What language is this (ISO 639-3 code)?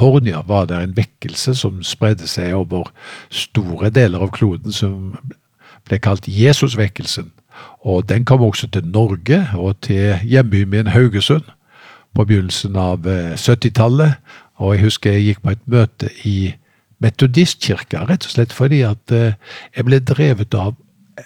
nor